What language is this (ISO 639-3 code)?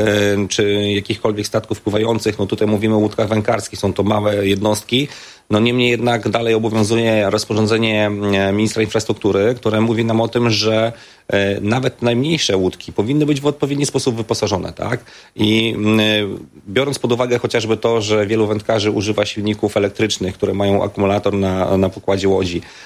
pol